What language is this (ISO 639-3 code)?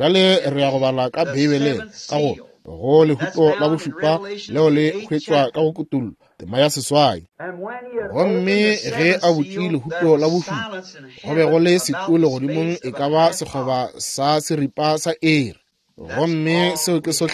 nso